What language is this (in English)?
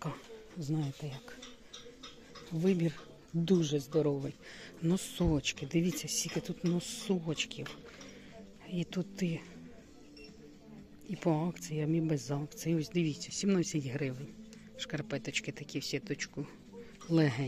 Ukrainian